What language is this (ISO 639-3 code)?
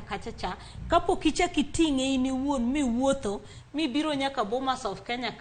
luo